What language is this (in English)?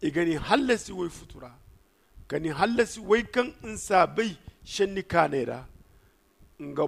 Zarma